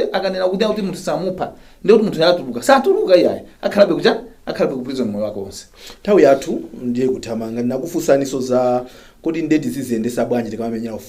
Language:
Nyanja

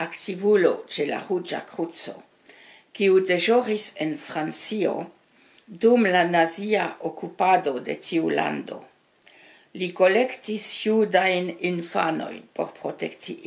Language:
Esperanto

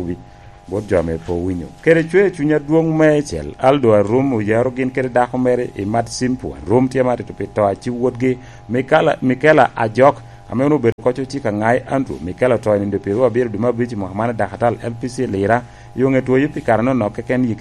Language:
Lango (Uganda)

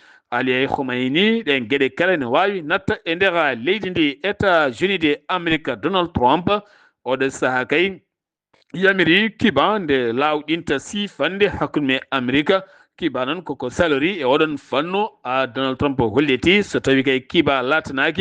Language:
Fula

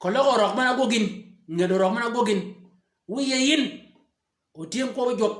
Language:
Shilluk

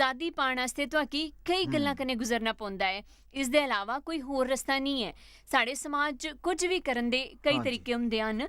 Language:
Dogri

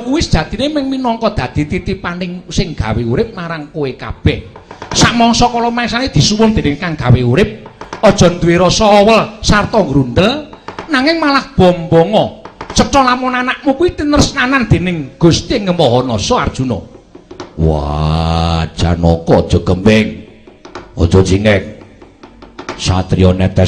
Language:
Javanese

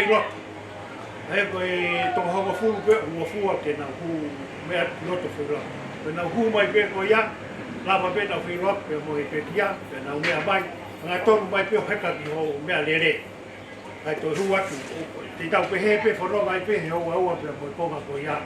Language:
Tongan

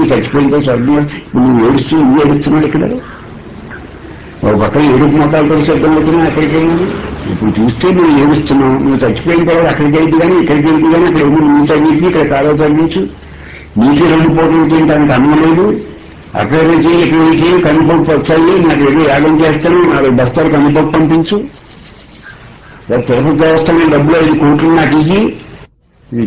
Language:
Telugu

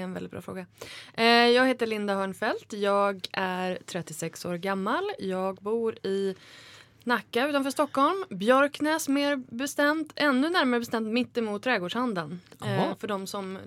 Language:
Swedish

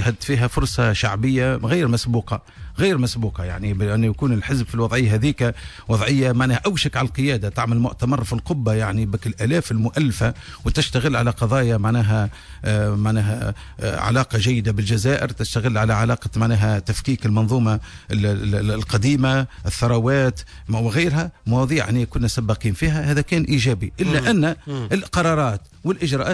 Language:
Tunisian Arabic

